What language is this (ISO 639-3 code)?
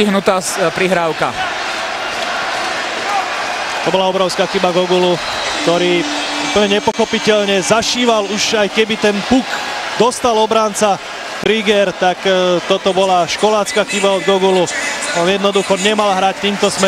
slk